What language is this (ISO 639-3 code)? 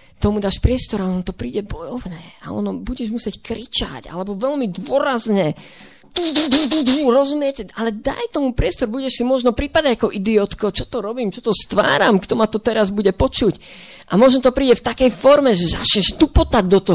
slk